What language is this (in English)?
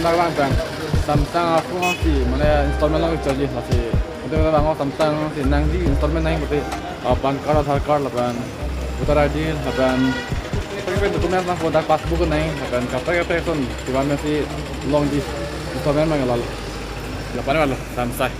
Karbi